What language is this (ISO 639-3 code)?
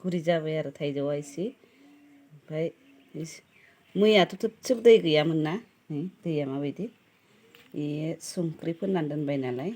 brx